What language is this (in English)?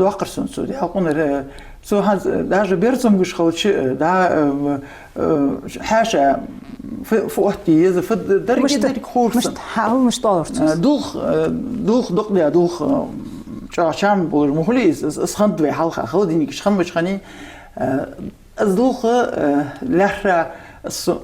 Ingush